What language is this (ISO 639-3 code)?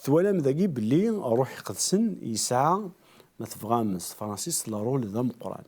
kab